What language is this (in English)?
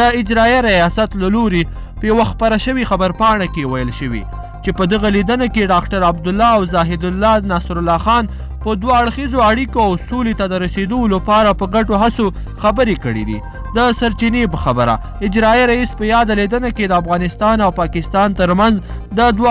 Pashto